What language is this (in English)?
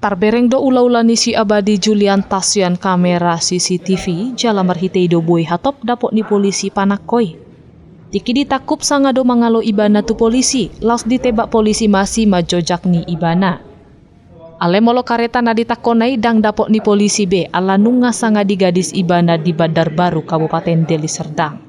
Batak Toba